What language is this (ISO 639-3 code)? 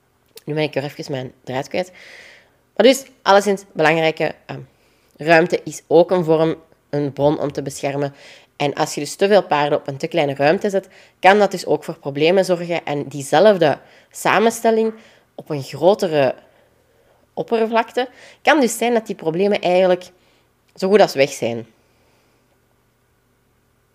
nld